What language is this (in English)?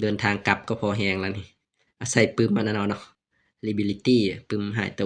Lao